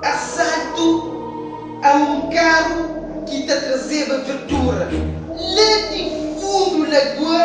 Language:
Kabuverdianu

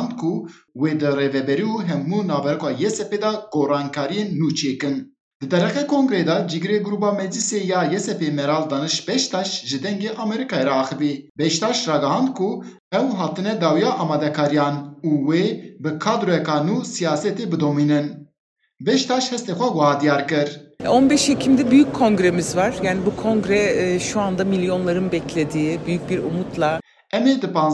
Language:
Kurdish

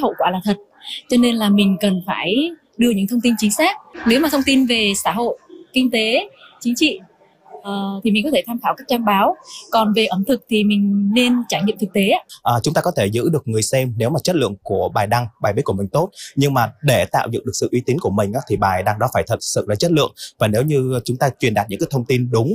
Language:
Vietnamese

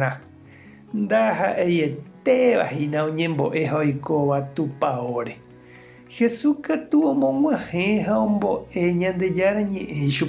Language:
Guarani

